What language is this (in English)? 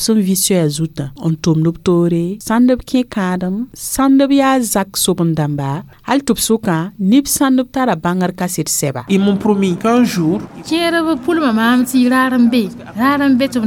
Mossi